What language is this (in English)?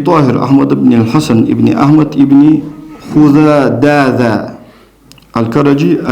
Ingush